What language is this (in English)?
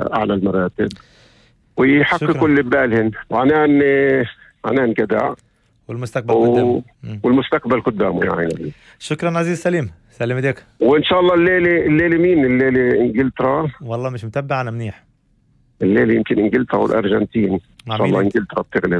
North Levantine Arabic